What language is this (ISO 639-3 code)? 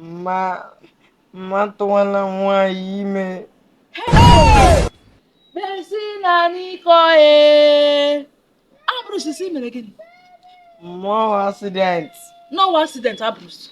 ibo